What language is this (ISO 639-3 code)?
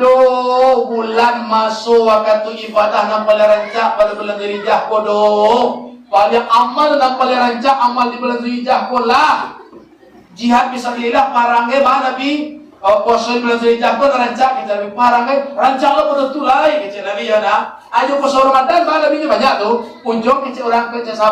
min